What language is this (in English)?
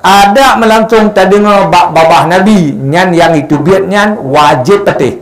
Achinese